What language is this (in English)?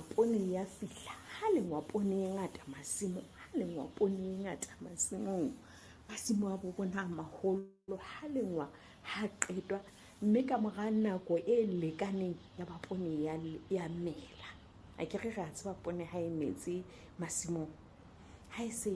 Southern Sotho